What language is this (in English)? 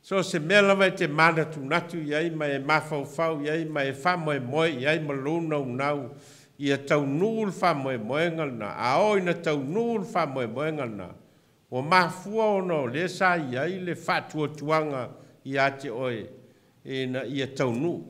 Samoan